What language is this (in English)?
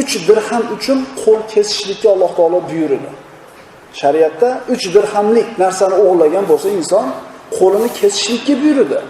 Uzbek